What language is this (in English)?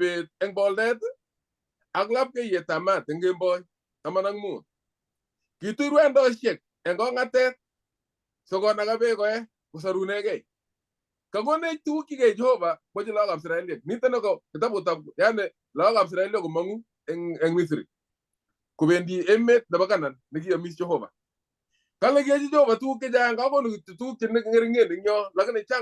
Kalenjin